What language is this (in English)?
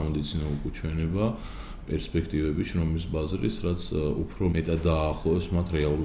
Georgian